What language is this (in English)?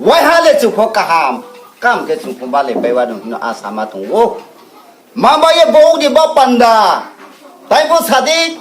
Riang (India)